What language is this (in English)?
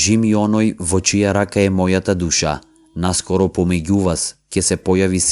Macedonian